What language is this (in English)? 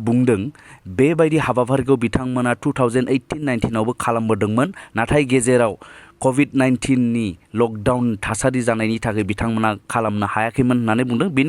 Bodo